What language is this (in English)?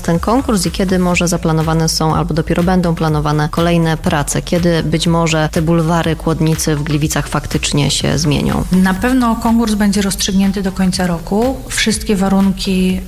Polish